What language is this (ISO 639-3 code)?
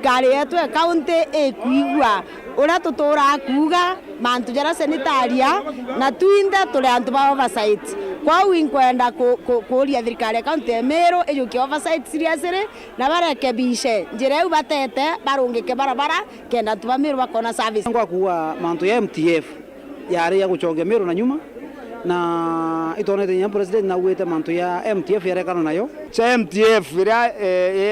mer